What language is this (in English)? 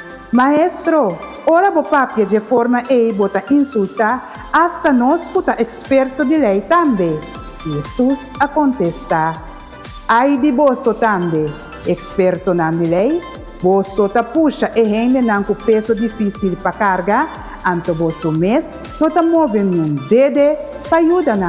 Papiamento